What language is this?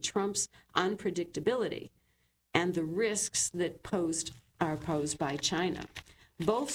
English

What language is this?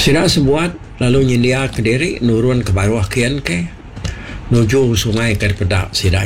Iban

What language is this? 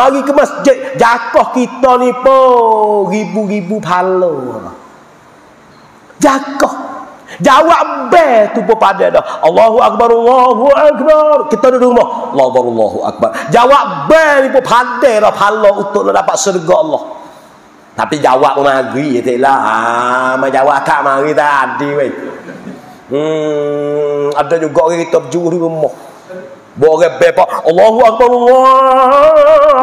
Pattani Malay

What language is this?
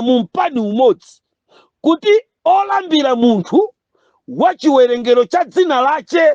Nyanja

